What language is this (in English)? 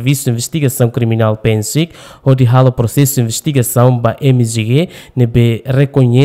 Tetum